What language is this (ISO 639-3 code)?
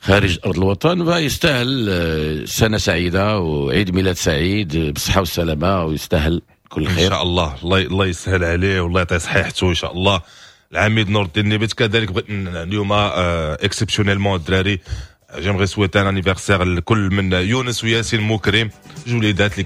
ary